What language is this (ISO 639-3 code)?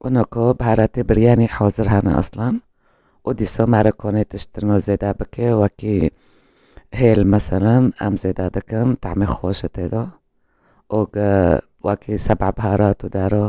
kur